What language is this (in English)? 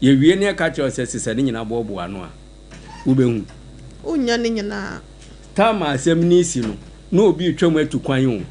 Akan